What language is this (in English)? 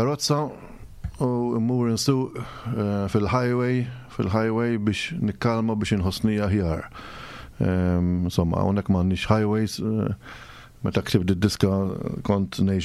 Maltese